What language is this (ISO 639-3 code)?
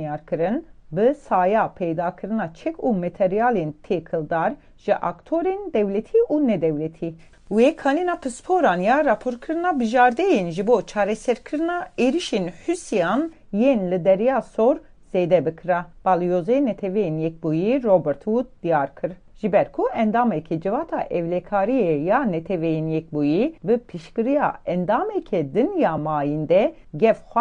kur